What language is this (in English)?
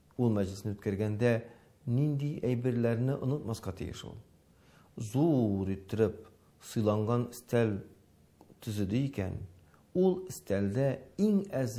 Tatar